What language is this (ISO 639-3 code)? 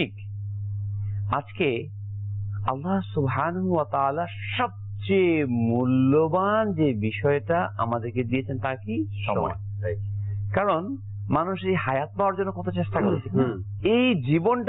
ben